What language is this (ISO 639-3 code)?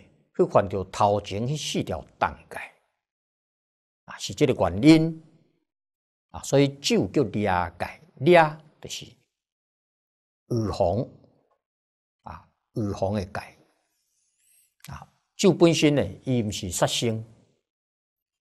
zho